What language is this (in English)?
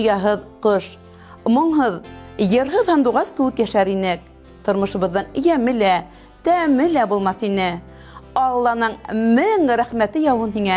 Bashkir